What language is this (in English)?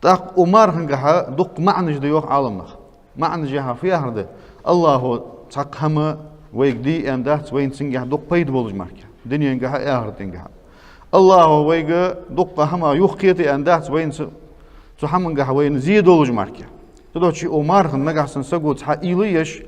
Ingush